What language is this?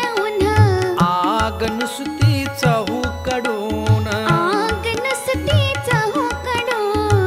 Marathi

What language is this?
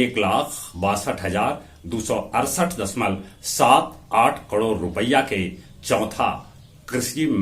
Magahi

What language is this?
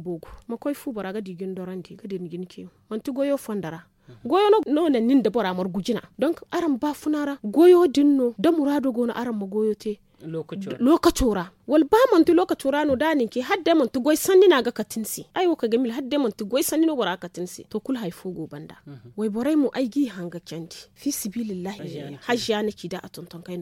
Zarma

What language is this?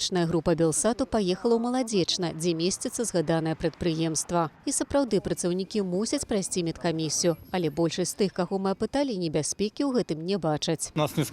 Belarusian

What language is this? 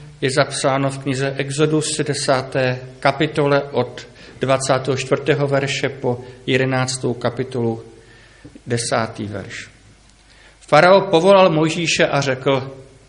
Czech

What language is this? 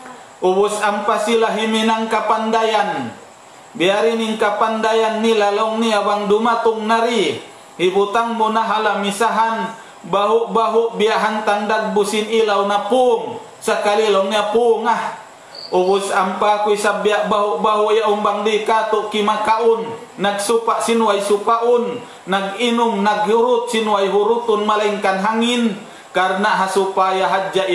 Tausug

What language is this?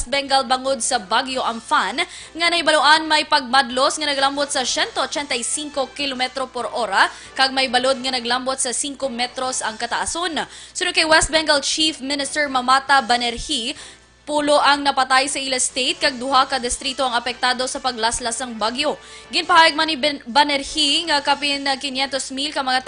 Hiligaynon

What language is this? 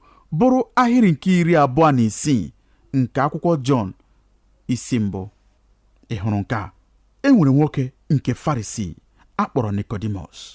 Igbo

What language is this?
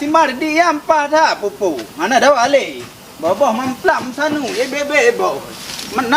Achinese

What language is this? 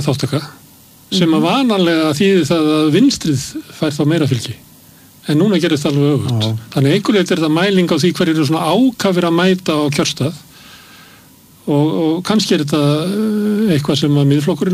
Icelandic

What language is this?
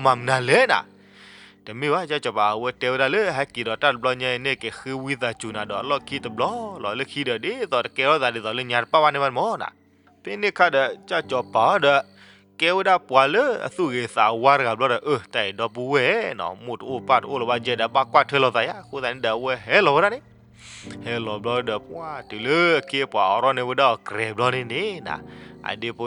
S'gaw Karen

